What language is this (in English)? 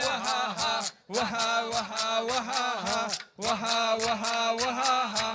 Kabardian